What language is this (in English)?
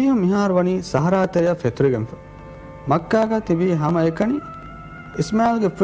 Divehi